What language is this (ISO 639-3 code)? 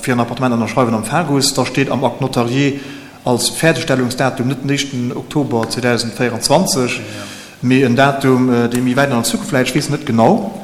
ltz